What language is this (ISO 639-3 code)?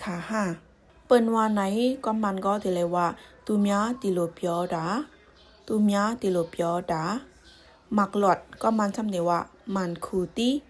shn